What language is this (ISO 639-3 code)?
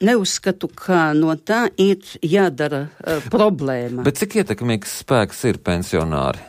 lav